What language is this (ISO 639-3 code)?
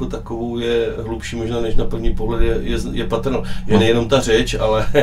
ces